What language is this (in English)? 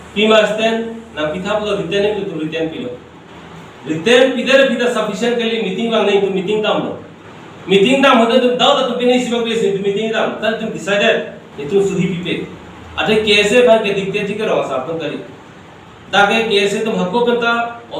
Karbi